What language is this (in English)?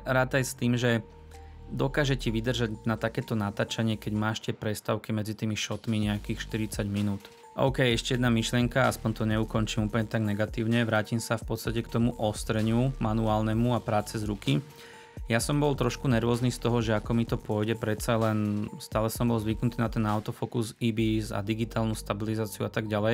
Slovak